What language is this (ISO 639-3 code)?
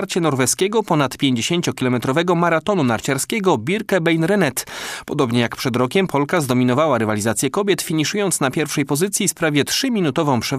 pol